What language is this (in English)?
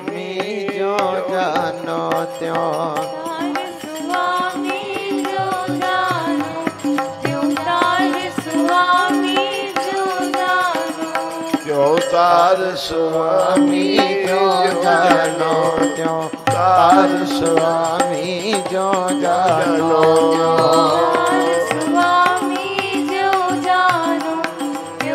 Punjabi